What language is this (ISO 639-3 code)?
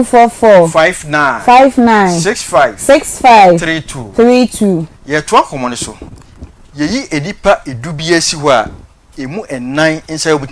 aka